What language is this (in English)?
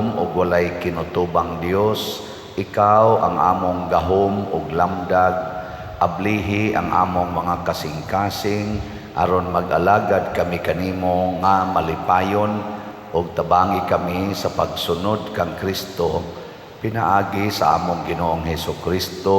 Cebuano